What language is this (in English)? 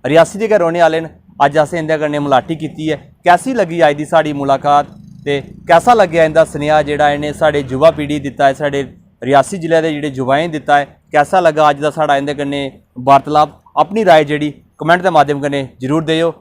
Dogri